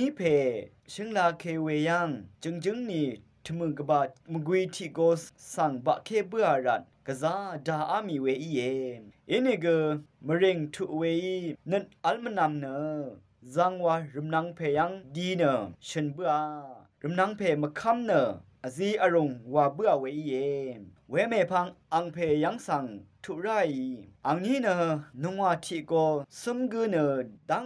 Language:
Rawang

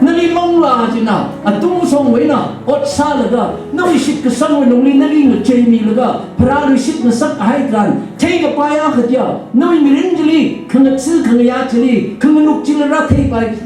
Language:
Tangkhul Naga (India)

